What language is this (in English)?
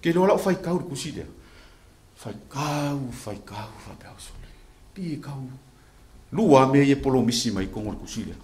Samoan